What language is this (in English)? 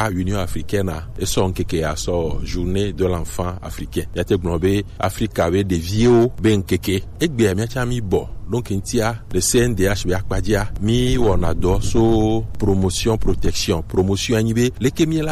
Gen